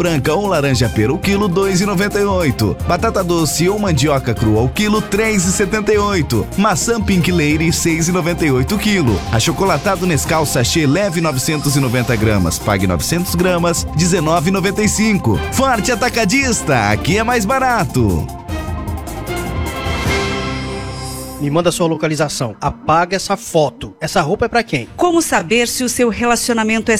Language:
Portuguese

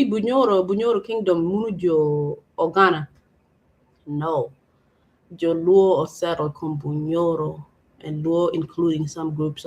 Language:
Acoli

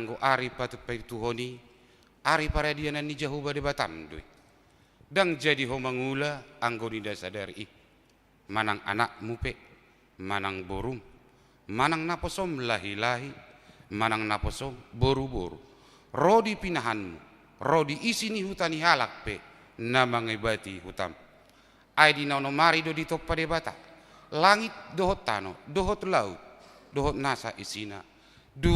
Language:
Batak Toba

